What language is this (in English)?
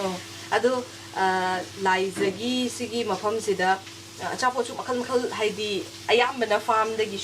Manipuri